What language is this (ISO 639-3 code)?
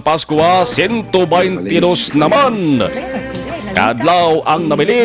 hil